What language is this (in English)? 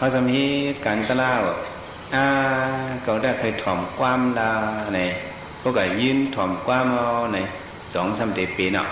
Shan